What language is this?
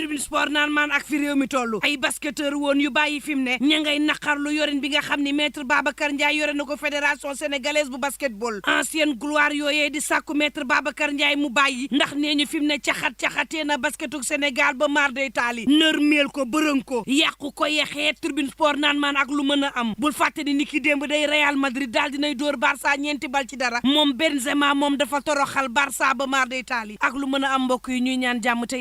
Wolof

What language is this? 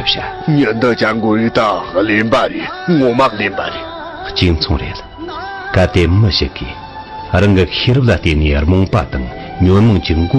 Tibetan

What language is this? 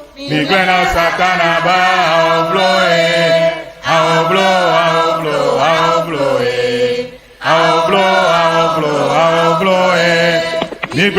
Ewe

